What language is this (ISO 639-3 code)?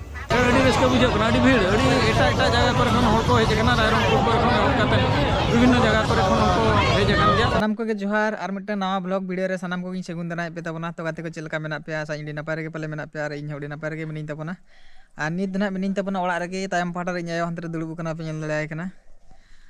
sat